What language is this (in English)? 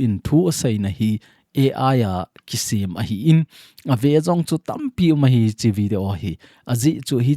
Thado Chin